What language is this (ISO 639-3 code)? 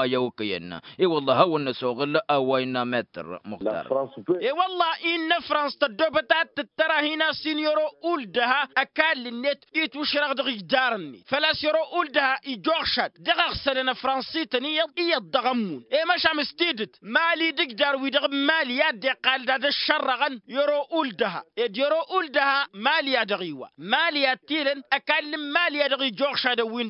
taq